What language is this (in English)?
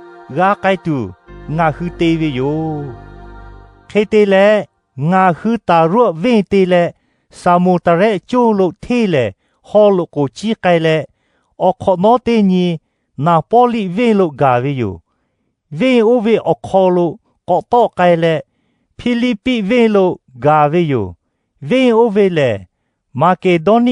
Lahu